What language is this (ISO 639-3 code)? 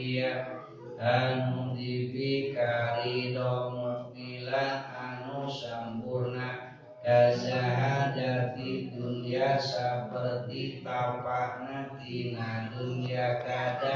sun